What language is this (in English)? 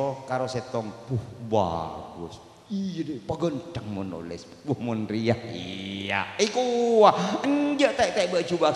Madurese